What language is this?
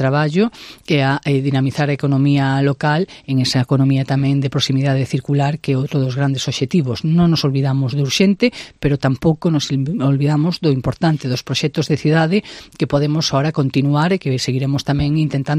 Galician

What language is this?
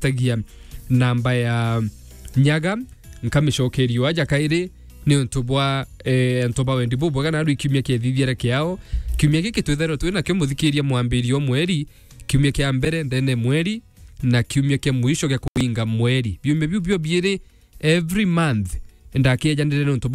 Meru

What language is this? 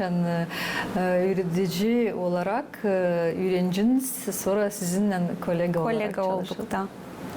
Gagauz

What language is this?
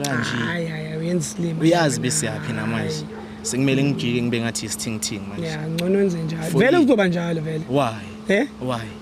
Zulu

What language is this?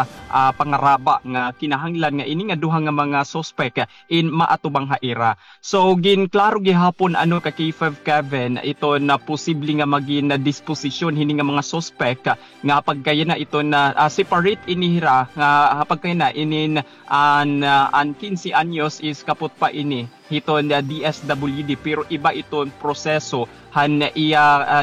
Waray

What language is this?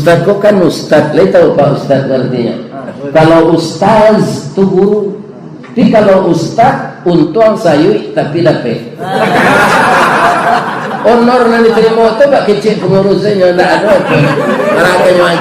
Minangkabau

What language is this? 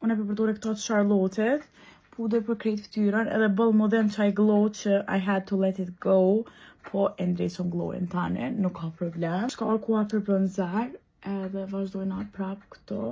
Albanian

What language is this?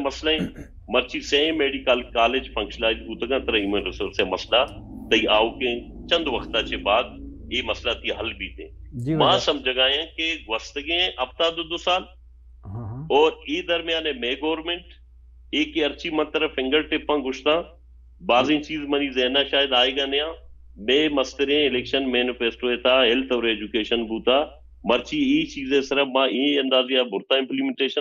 Baluchi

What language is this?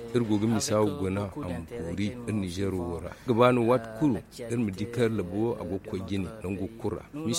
Zarma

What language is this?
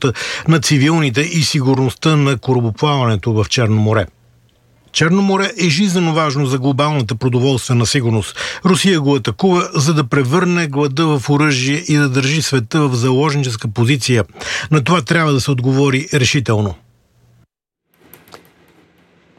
Bulgarian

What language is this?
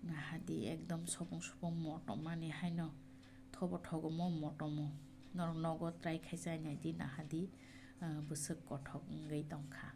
Kok Borok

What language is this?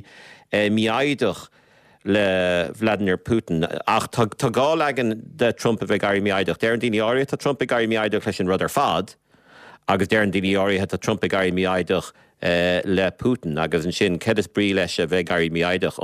Irish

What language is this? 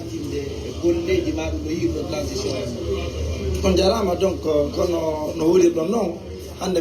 Pular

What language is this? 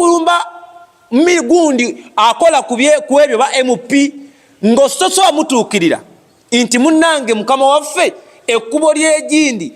Ganda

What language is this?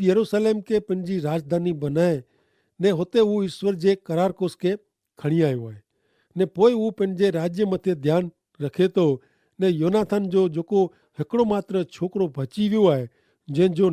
Kachhi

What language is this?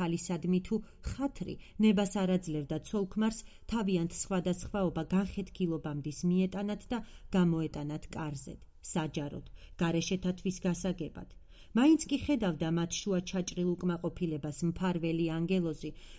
Georgian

